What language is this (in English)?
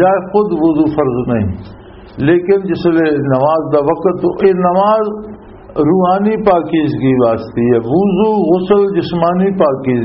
Western Panjabi